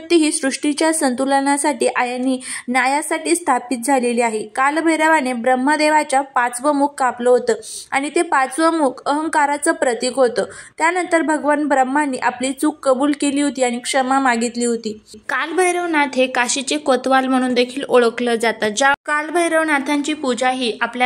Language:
Marathi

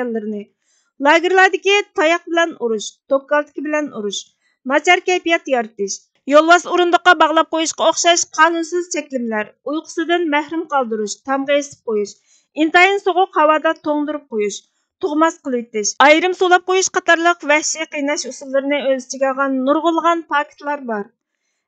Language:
Uyghur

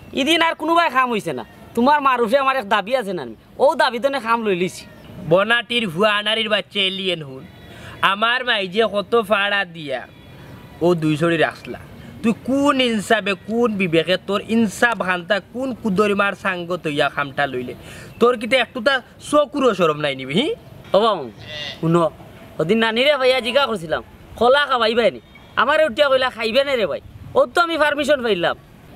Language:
Sylheti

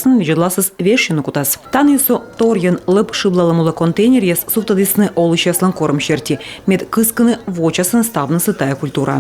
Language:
Komi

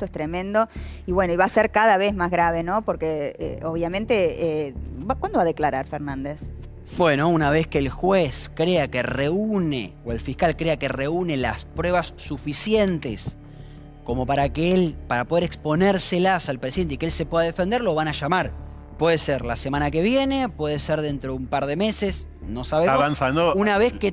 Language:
Spanish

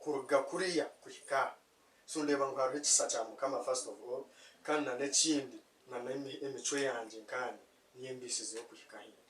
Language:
Nyankole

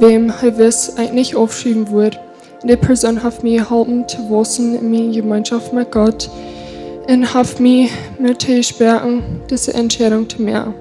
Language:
Plautdietsch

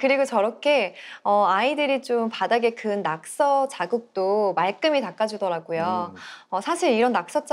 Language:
Korean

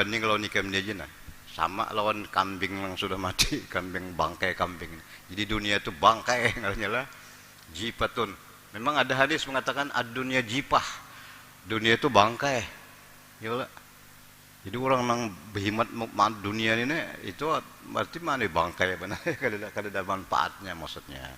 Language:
Banjar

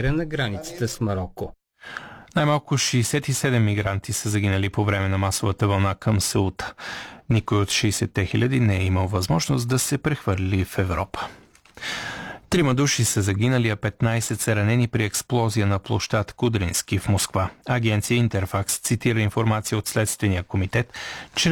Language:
Bulgarian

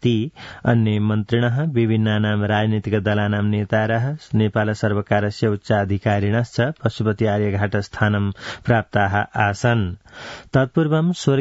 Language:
Sanskrit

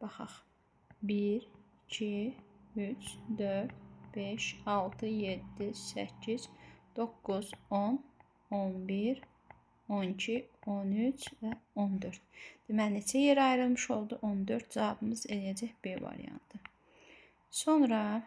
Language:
Azerbaijani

